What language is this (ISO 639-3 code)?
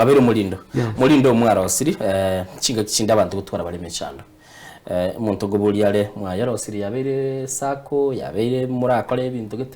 guz